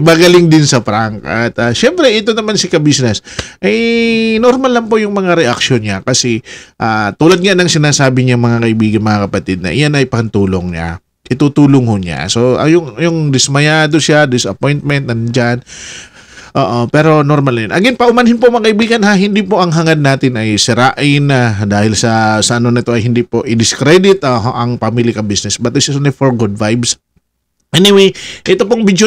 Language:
Filipino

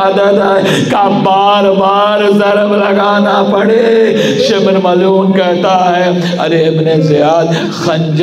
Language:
Urdu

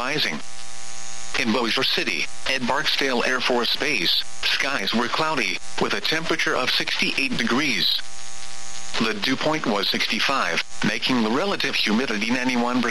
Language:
English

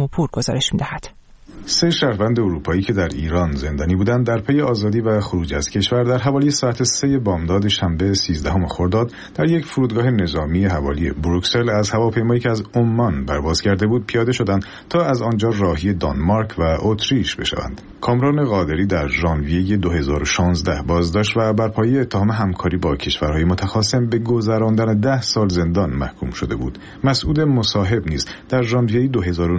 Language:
Persian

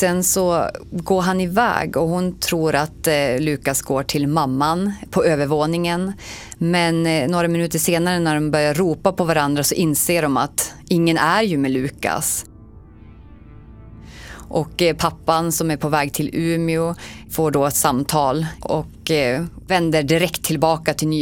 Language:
Swedish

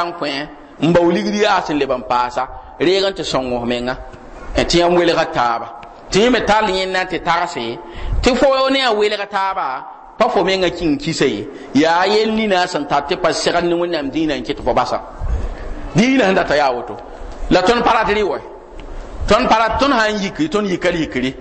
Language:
Mossi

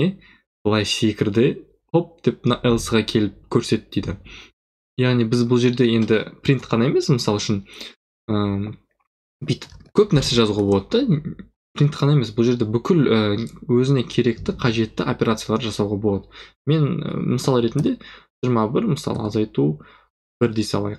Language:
Kazakh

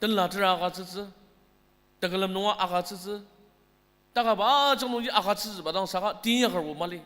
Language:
Ao Naga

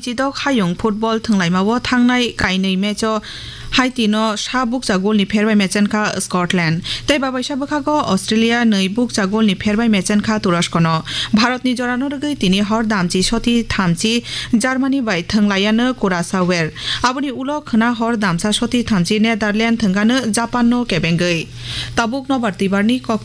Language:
Kok Borok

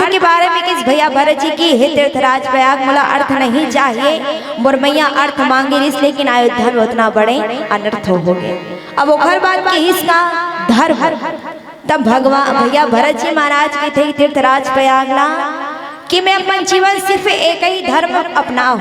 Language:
Chhattisgarhi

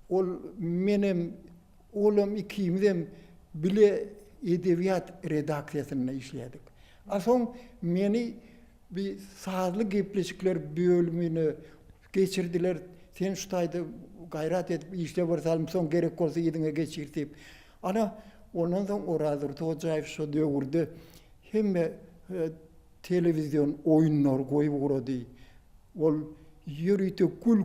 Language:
Turkmen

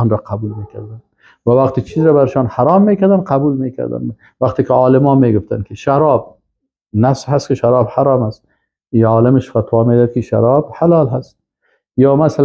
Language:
Persian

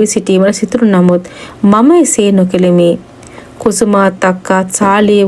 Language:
Sinhala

